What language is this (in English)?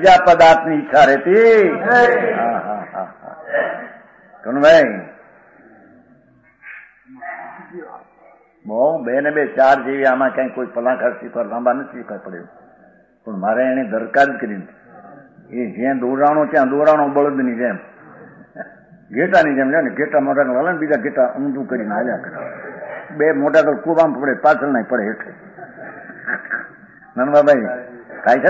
Gujarati